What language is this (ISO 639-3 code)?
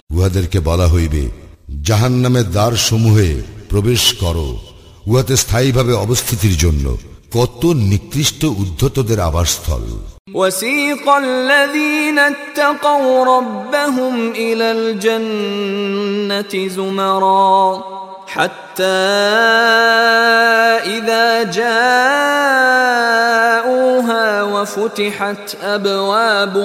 ben